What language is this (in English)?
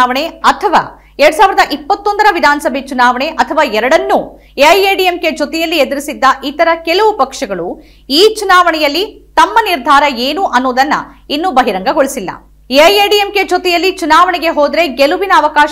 Kannada